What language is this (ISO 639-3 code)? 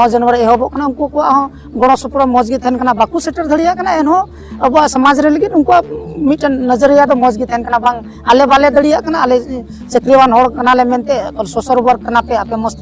sat